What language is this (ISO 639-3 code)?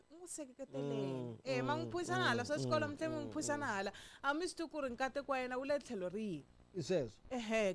tso